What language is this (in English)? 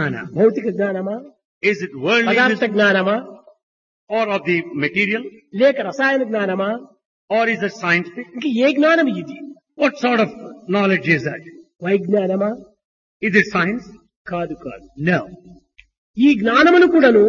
Telugu